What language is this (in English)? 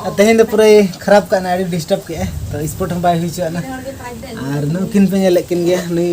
Santali